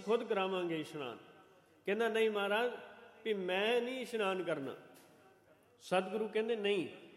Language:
Punjabi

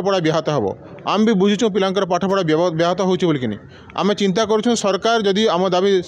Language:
Odia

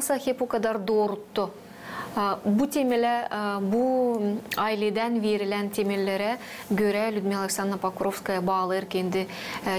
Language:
Gagauz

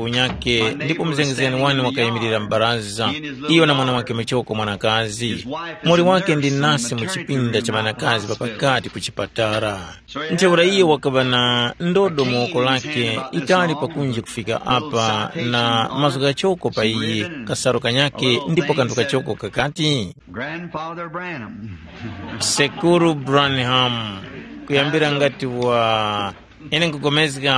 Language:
Tumbuka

